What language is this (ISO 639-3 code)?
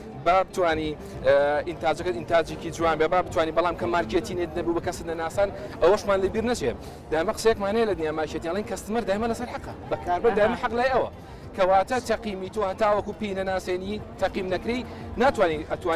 ckb